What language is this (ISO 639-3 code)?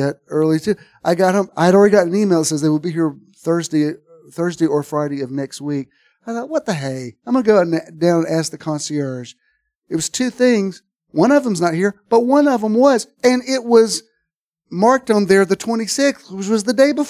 eng